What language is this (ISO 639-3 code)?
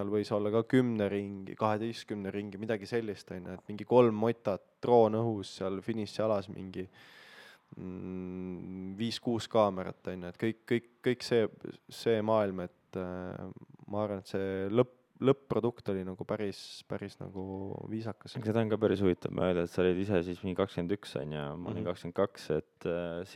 est